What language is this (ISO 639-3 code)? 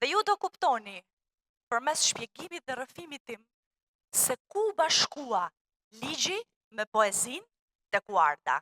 sqi